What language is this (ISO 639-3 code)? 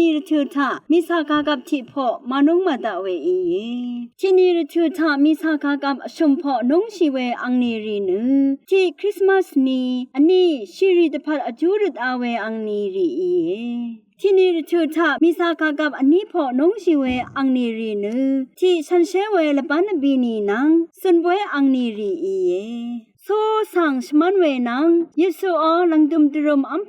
raw